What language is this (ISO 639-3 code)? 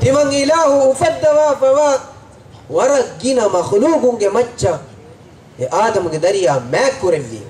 div